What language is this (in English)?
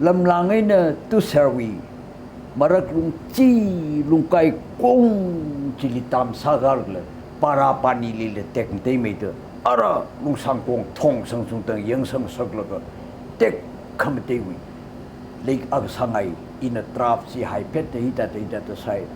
Tangkhul Naga (India)